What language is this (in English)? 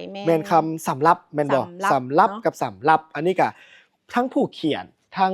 Lao